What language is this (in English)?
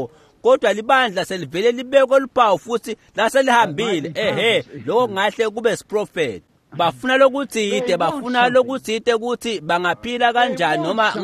Swati